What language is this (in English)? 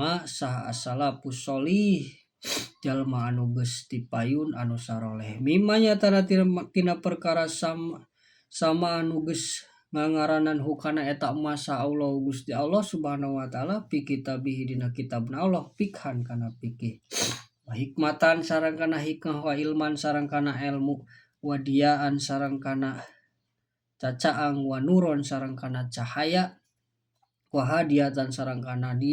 Sundanese